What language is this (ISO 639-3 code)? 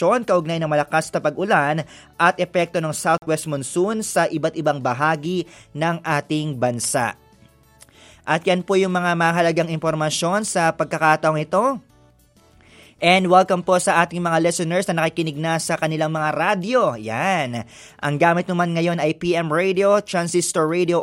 fil